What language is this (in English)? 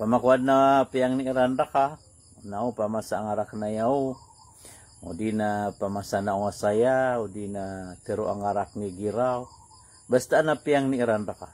Maranao